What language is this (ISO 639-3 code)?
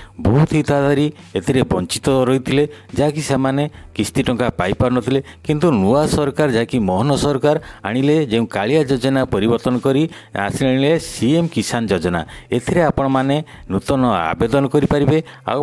ori